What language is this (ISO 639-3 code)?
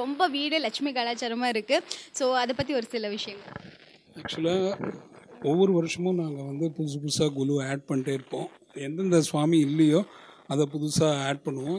tam